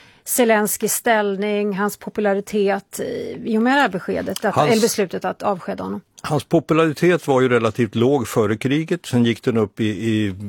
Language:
Swedish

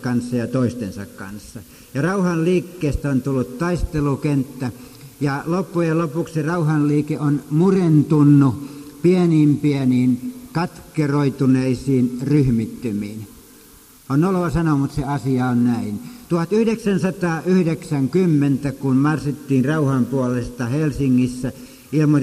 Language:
Finnish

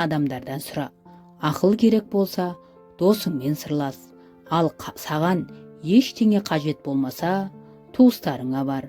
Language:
Kazakh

